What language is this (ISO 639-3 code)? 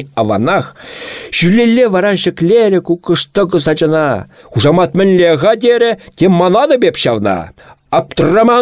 chv